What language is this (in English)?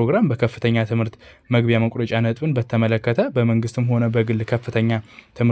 Amharic